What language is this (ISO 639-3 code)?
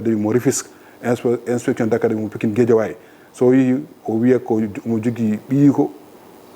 ful